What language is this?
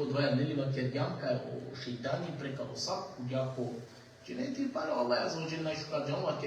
Balkan Romani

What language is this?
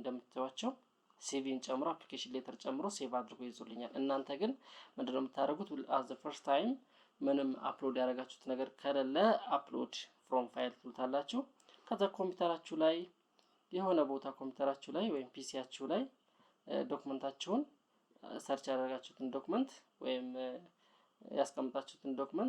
Amharic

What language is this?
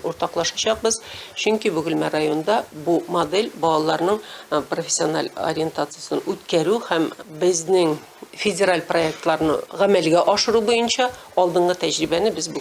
Tatar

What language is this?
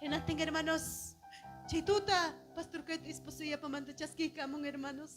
Ayacucho Quechua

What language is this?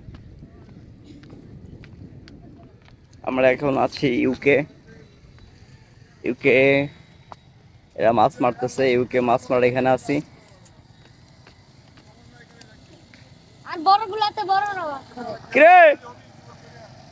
Bangla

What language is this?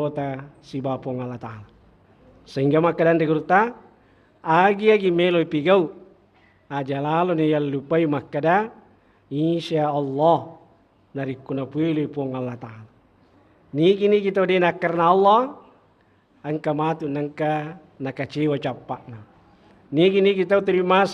Buginese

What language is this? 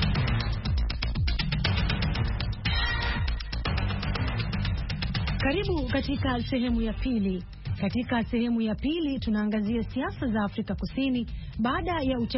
Swahili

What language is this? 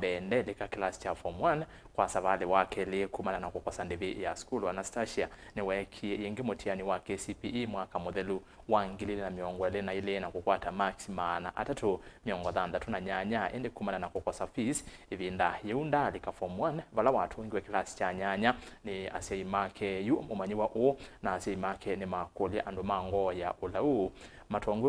Kamba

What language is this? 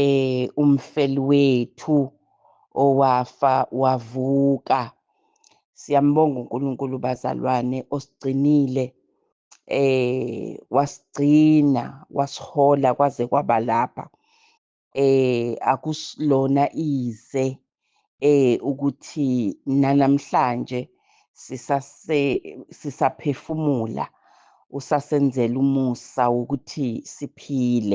Zulu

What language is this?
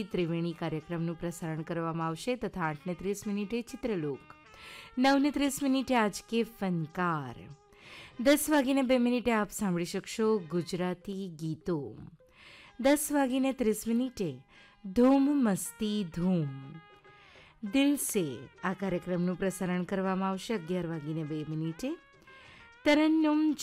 Gujarati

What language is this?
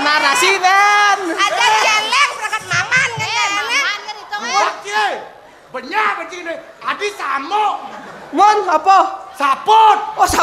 Balinese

